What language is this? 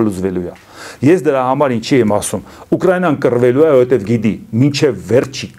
Armenian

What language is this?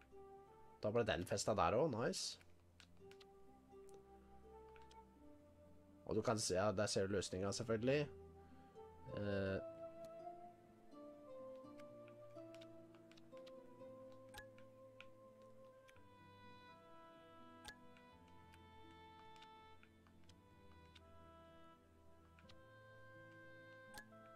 Norwegian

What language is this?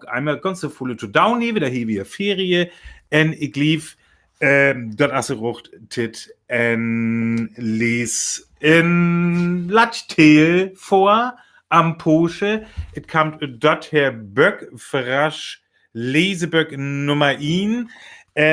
Northern Frisian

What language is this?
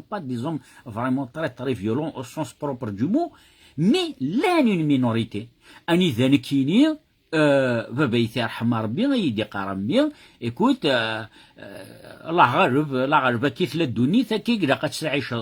Kabyle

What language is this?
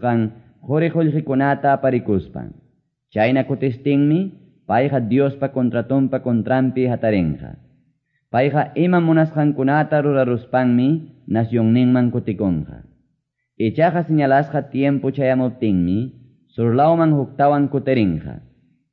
Quechua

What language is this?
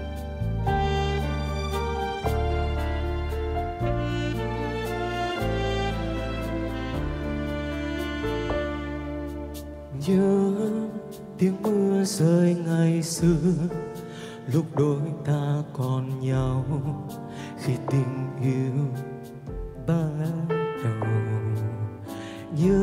Vietnamese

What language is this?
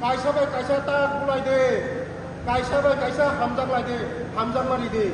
Kok Borok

